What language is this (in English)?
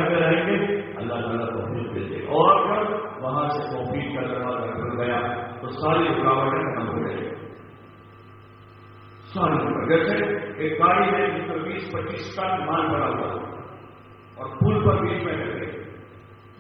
Urdu